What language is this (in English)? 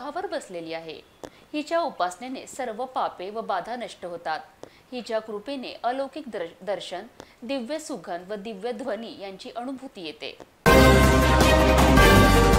Marathi